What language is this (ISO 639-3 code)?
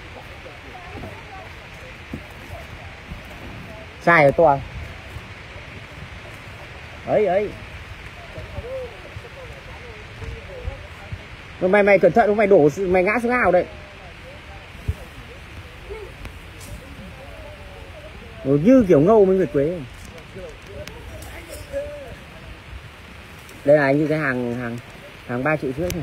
vie